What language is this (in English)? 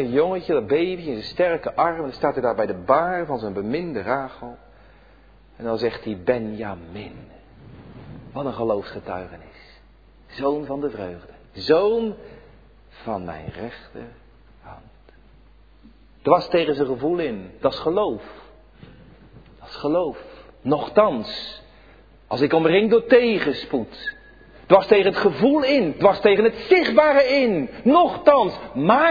Dutch